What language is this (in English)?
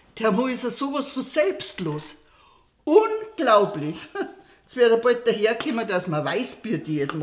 Bavarian